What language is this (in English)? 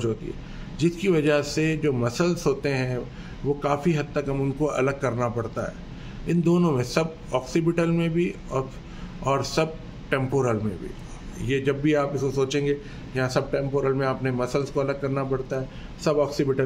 Urdu